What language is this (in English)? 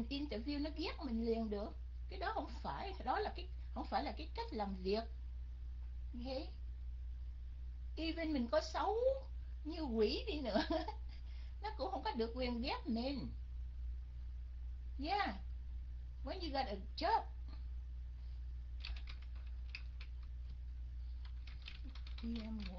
Vietnamese